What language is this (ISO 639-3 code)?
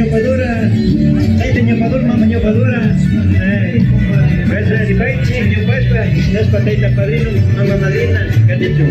qvi